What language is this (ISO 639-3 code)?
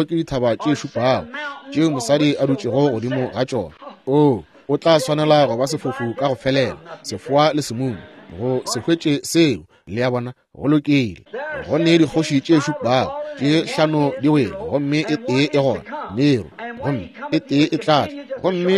nso